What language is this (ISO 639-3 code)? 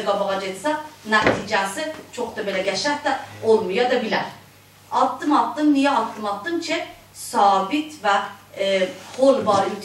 azb